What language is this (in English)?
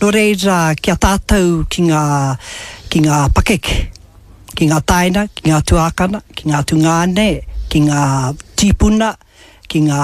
Māori